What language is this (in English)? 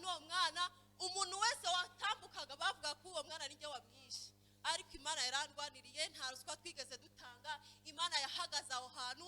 Kinyarwanda